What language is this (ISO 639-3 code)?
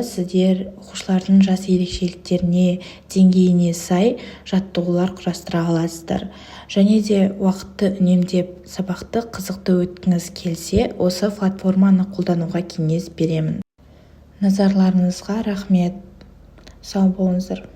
kaz